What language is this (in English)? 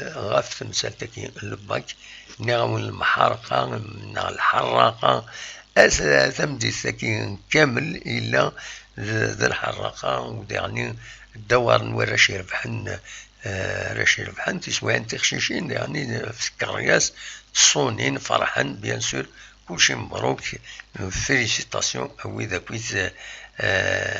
Kabyle